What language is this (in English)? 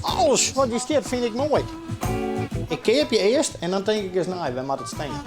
Western Frisian